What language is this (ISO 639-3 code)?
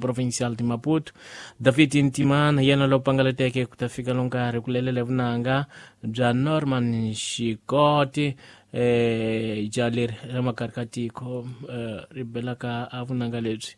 tso